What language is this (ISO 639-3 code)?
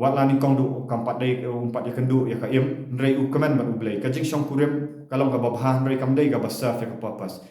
kha